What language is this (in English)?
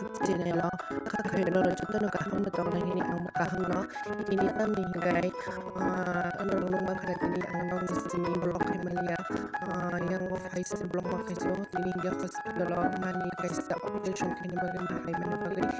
Kok Borok